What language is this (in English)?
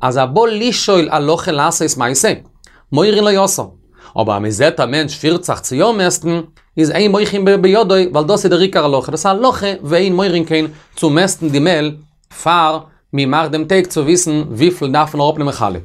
Yiddish